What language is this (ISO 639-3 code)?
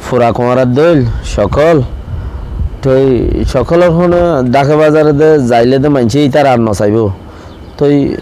rhg